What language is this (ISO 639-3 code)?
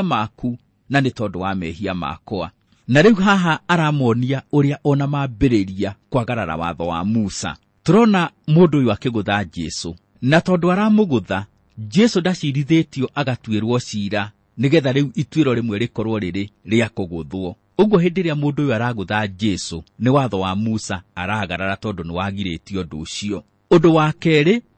kik